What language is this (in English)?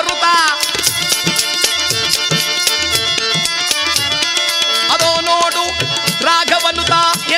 Kannada